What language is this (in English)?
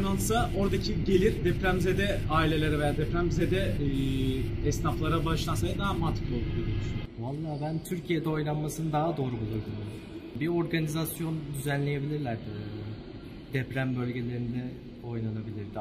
Turkish